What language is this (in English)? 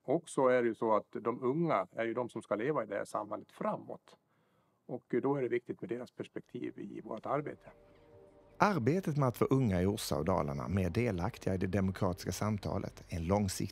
Swedish